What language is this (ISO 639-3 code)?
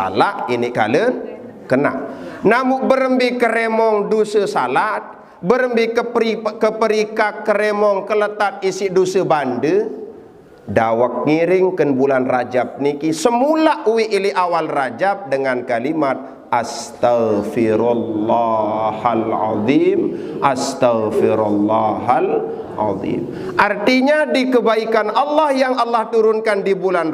sas